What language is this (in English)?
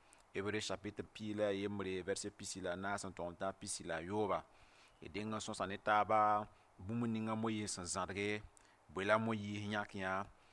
Mossi